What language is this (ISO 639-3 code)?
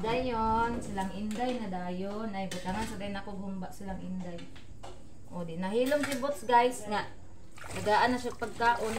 ceb